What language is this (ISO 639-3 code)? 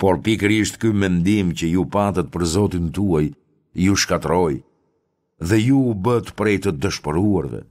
sqi